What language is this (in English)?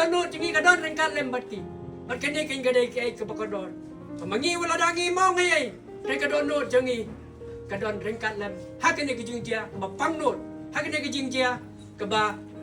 Khasi